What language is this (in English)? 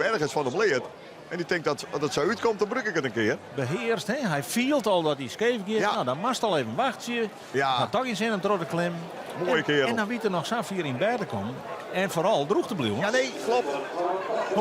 Western Frisian